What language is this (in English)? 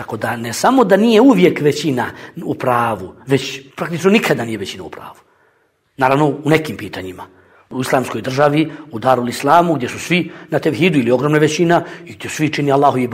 Bosnian